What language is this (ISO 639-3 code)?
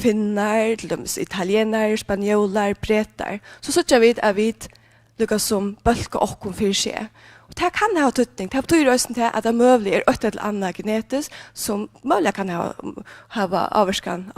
fao